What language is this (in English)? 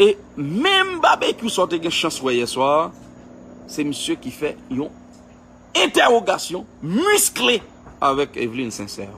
Haitian Creole